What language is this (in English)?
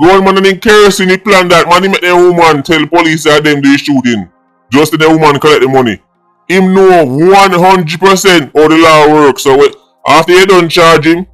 Jamaican Creole English